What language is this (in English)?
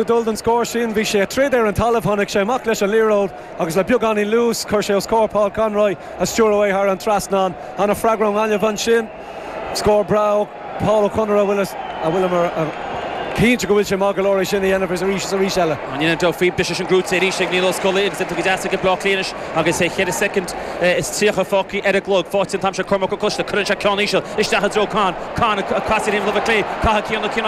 Irish